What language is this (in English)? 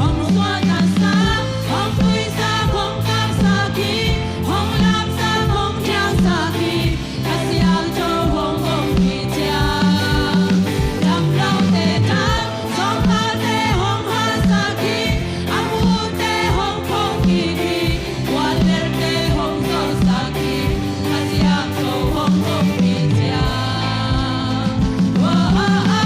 Tedim Chin